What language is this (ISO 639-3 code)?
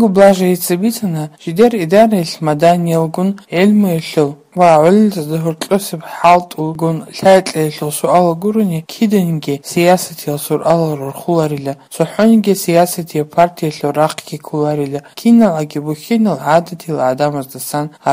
ava